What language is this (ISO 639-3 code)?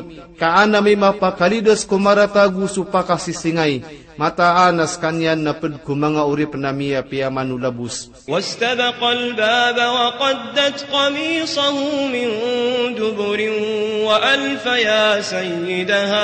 mrw